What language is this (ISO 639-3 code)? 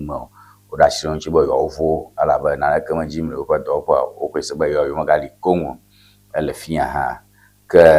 ewe